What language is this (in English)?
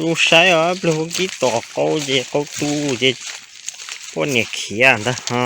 Hmong